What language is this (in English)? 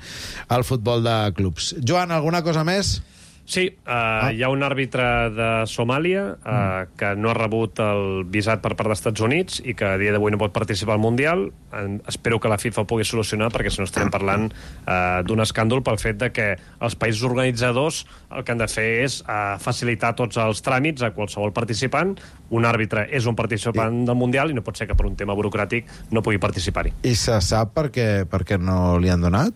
Catalan